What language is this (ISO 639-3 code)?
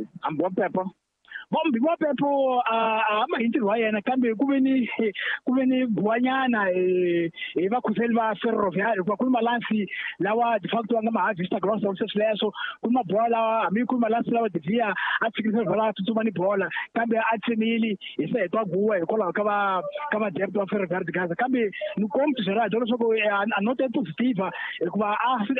tso